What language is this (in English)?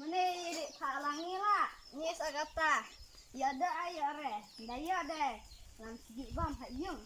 Khasi